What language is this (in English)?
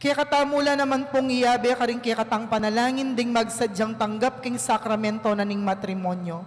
Pampanga